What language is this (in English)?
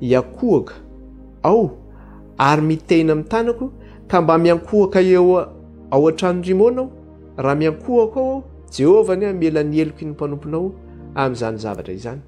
Malagasy